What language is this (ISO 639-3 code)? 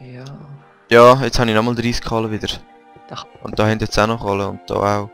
gsw